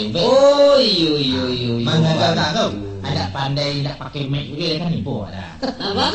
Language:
Minangkabau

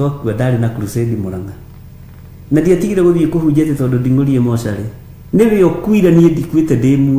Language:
Kikuyu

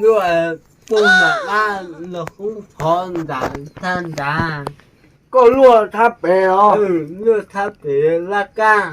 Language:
Hmong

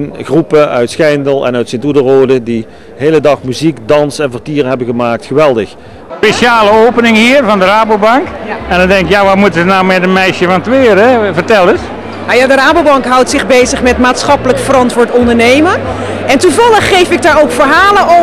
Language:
Dutch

